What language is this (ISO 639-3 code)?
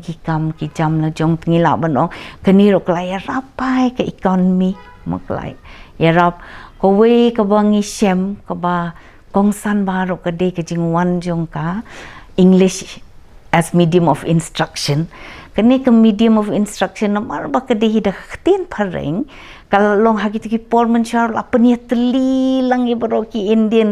kha